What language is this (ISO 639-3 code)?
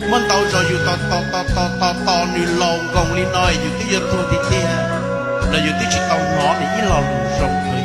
hmn